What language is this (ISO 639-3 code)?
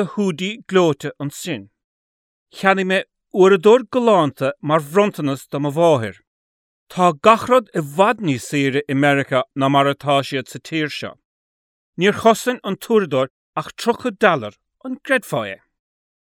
gle